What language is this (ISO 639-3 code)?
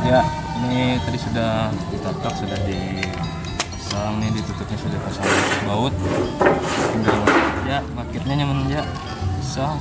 bjn